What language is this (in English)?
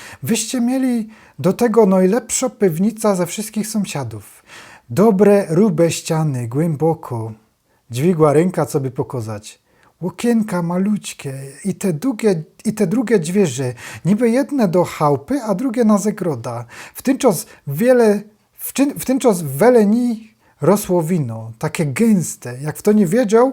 Silesian